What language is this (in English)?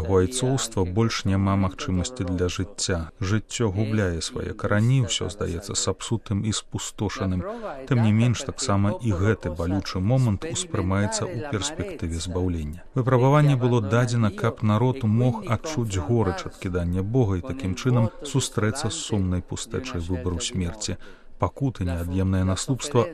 Belarusian